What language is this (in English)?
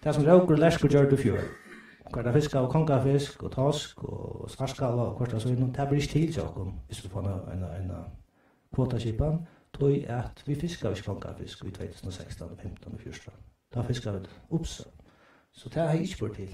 Faroese